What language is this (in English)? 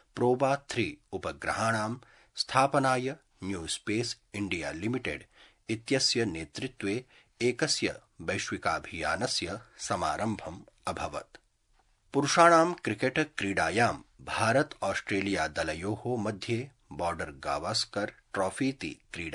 Sanskrit